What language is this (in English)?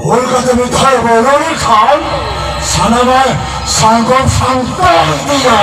Santali